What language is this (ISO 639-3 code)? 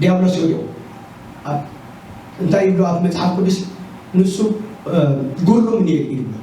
tir